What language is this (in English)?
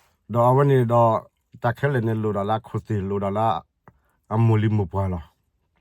S'gaw Karen